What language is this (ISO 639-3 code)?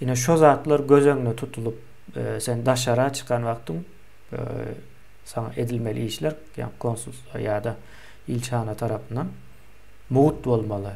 tuk